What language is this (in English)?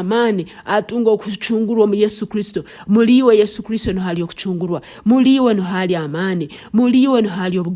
Nyankole